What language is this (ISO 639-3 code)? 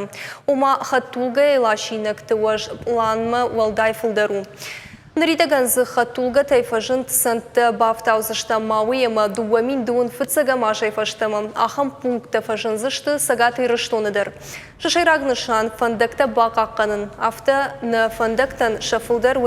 oss